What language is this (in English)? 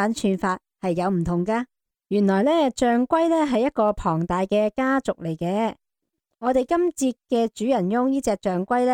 Cantonese